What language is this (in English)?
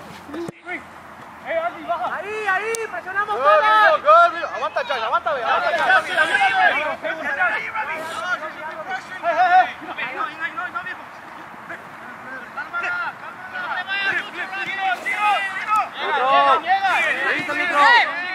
Spanish